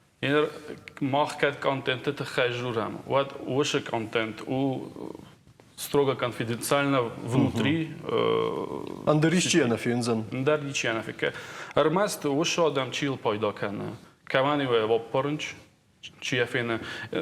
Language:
Ossetic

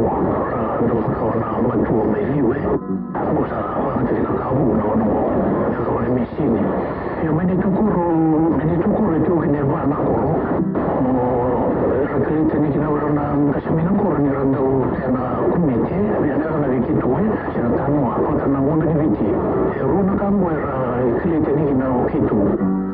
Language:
Fijian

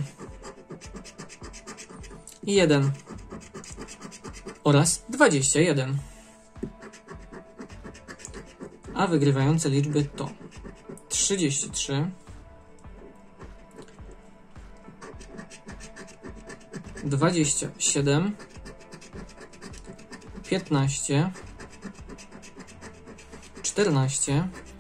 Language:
Polish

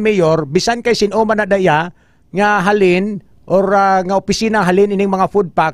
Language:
Hiligaynon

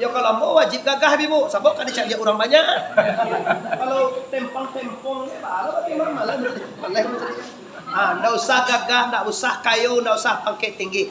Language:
Minangkabau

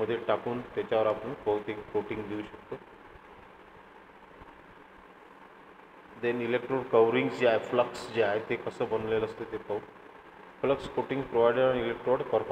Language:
Marathi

